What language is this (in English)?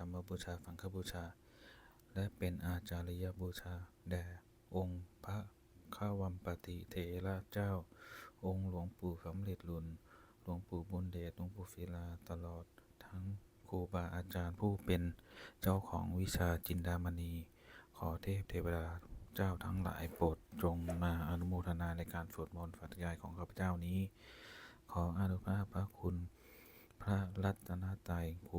Pali